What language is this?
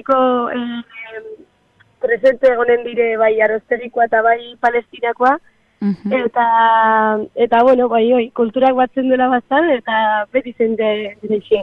Basque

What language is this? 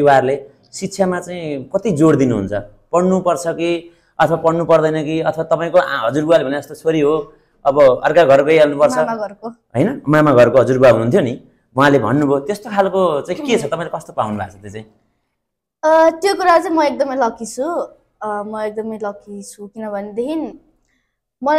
Nepali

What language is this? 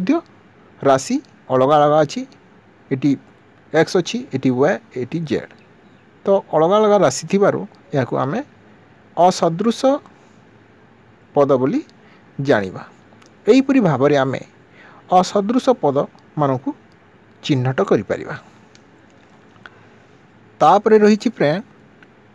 Odia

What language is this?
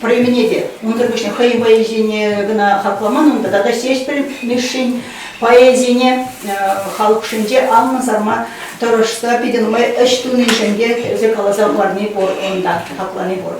Chuvash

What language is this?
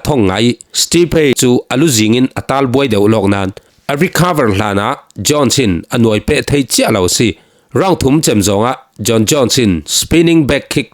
Falam Chin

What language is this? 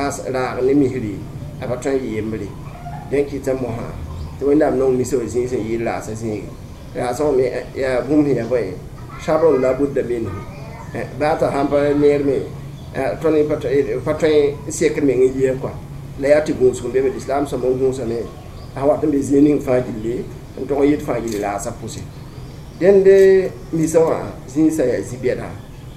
Mossi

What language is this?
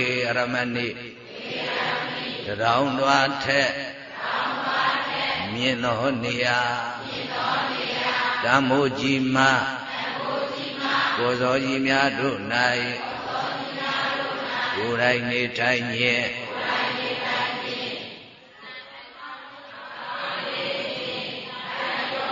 Burmese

